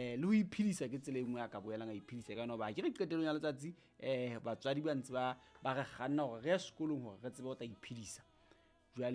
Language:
Southern Sotho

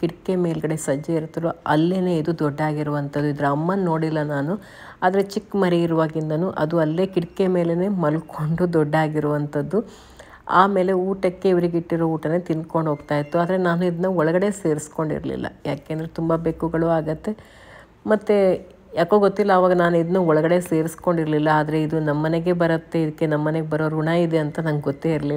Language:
Kannada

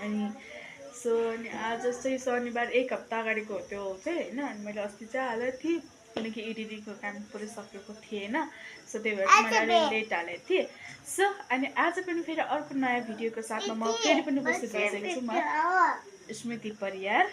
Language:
Nepali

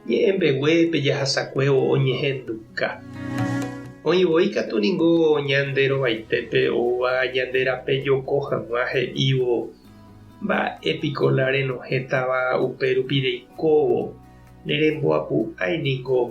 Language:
Guarani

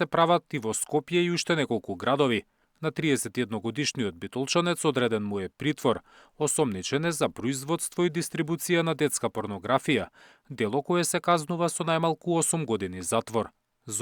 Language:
Macedonian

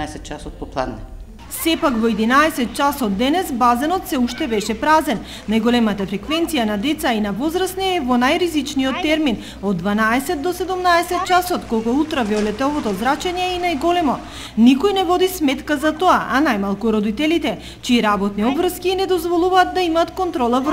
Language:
Macedonian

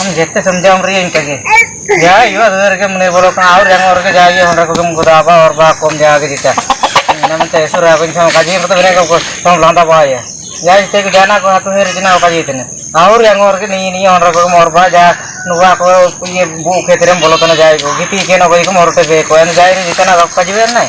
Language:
Ho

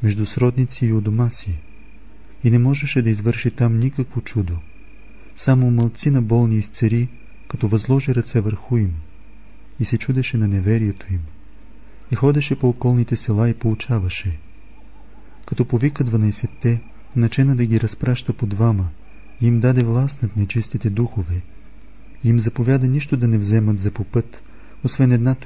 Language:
Bulgarian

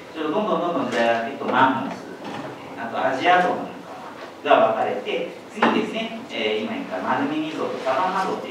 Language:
Japanese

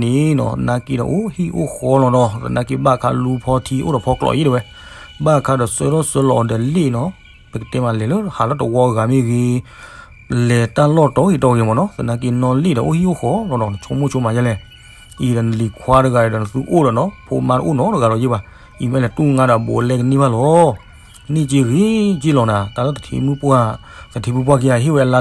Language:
S'gaw Karen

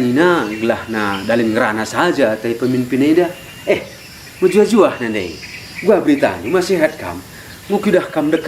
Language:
Batak Karo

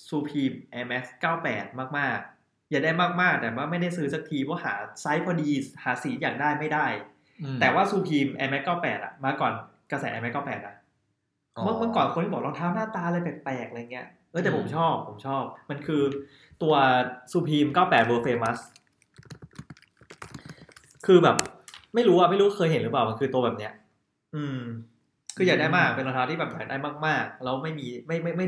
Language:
Thai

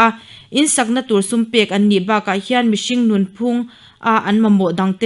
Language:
Mizo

